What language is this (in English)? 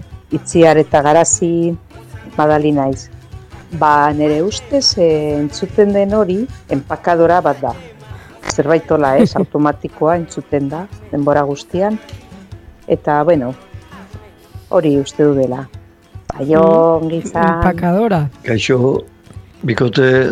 Basque